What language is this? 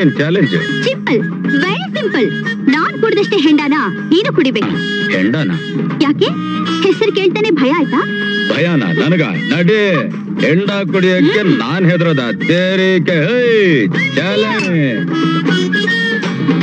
Kannada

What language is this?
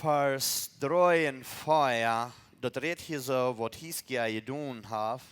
Plautdietsch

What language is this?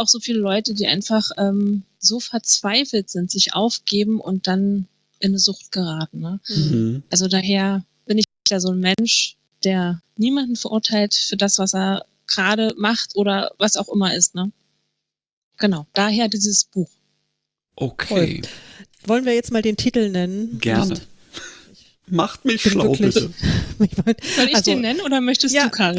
German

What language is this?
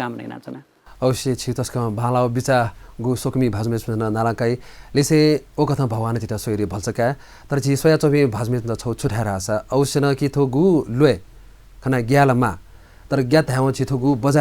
Newari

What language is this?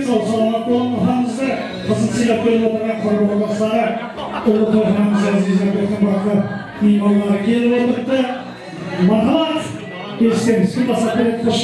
Kara-Kalpak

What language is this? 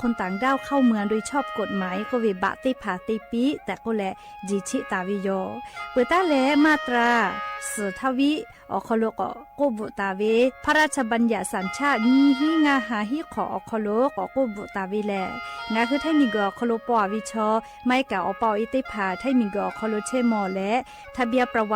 Lahu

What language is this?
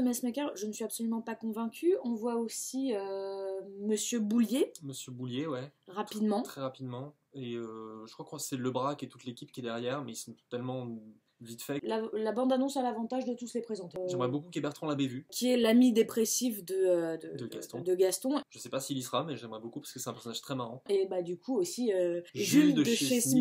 French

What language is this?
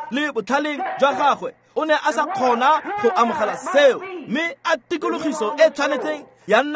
Tswana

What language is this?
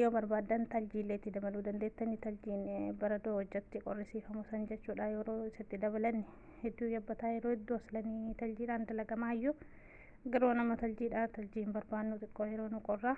Oromo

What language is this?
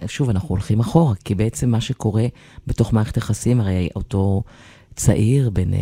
Hebrew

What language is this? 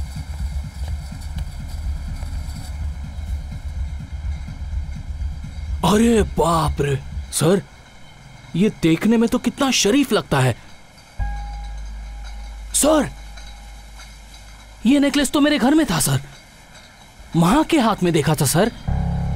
Hindi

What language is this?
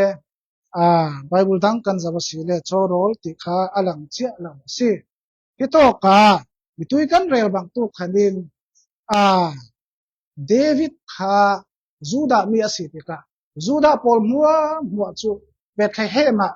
Falam Chin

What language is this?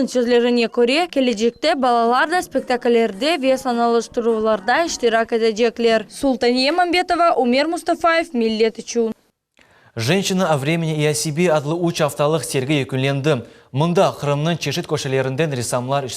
Crimean Tatar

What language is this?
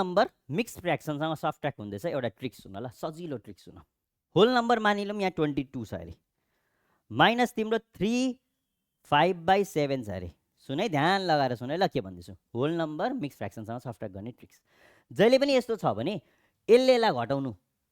Nepali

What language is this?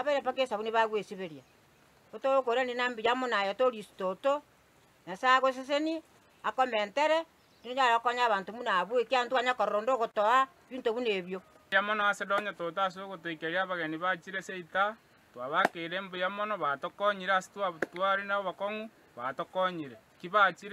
Gusii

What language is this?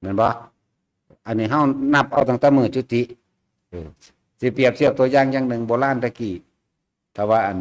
Lao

